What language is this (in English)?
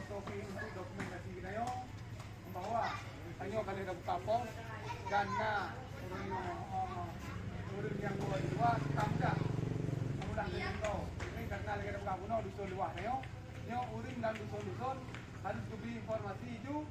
Achinese